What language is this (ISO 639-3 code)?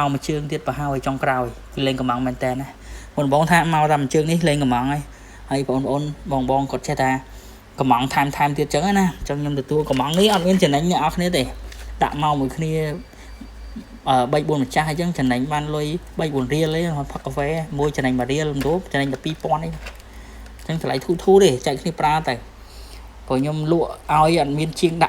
khm